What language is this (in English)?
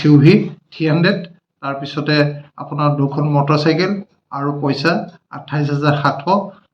Assamese